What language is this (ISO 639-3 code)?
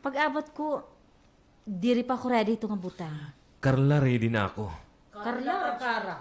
war